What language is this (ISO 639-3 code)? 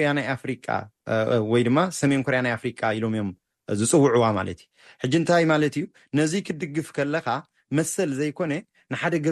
tir